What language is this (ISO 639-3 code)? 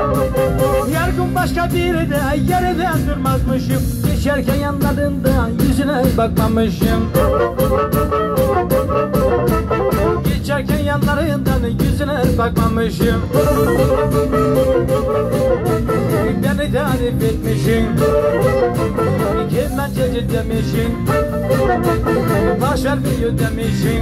tur